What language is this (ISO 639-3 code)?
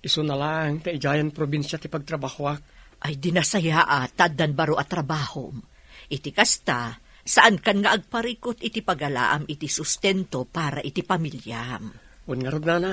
ilo